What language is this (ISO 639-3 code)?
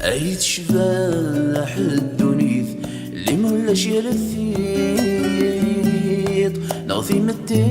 kab